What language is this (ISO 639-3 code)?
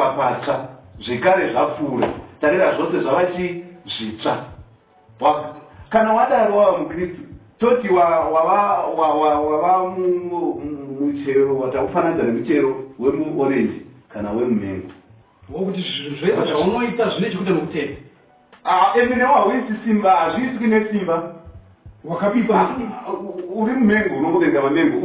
sna